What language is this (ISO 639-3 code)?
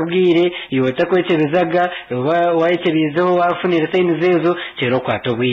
nyn